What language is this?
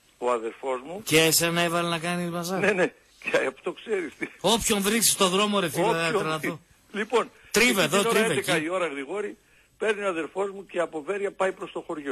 Greek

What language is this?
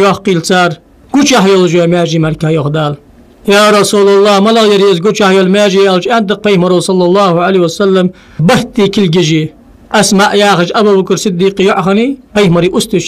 Ingush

